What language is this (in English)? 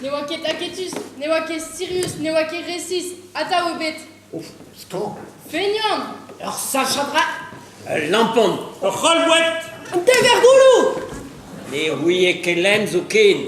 Breton